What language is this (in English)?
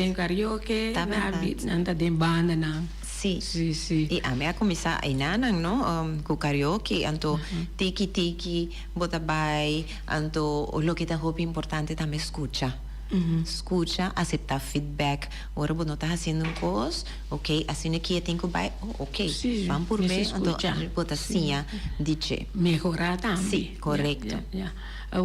Papiamento